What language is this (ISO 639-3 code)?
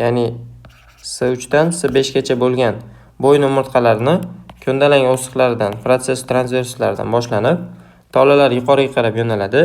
uzb